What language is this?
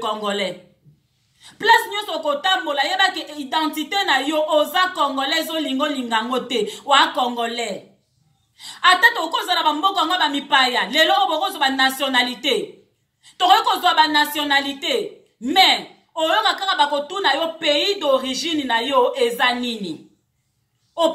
Lingala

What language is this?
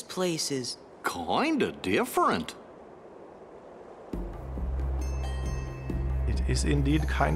Norwegian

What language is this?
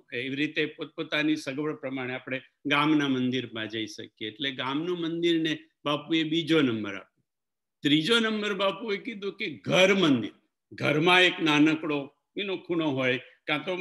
Gujarati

